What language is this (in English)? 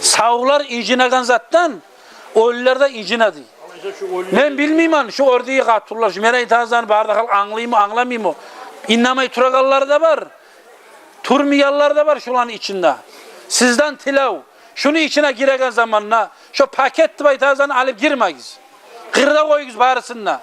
Kumyk